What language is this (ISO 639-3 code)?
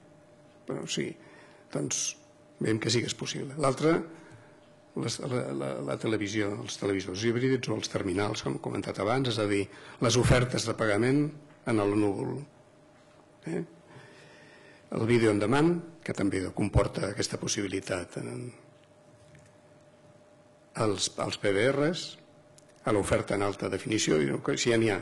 cat